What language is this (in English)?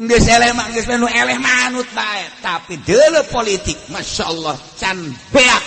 Sundanese